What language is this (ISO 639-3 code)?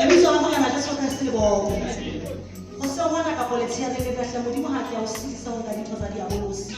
sot